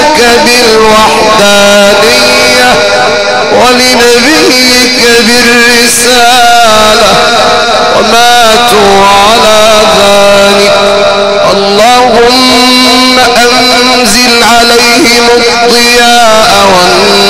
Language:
Arabic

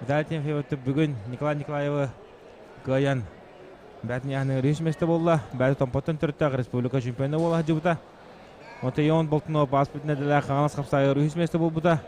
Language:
Yakut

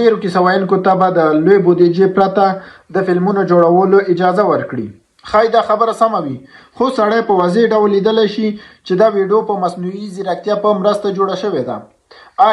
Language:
Pashto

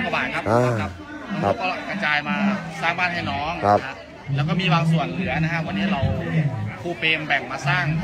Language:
Thai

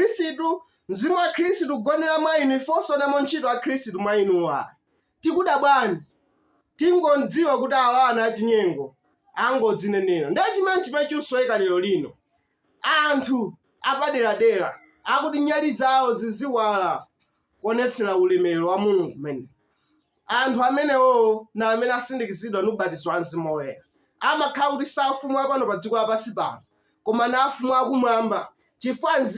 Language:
Nyanja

